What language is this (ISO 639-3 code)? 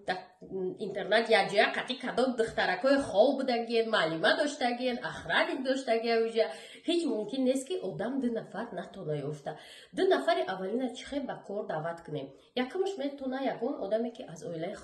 tgk